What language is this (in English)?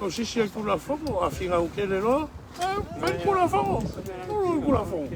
Samoan